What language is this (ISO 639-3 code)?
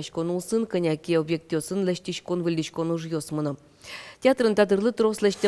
udm